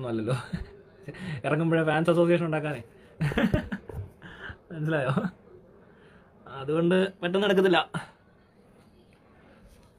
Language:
Malayalam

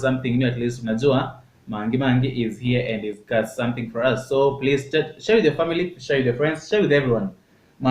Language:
Gusii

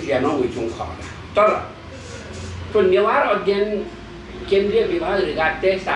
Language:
Newari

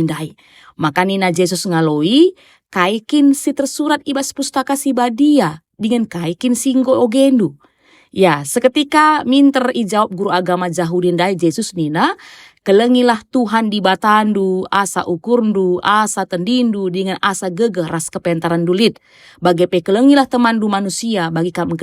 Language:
Batak Karo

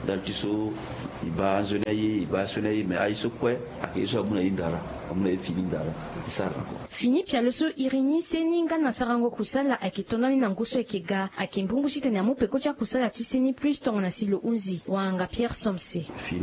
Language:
Sango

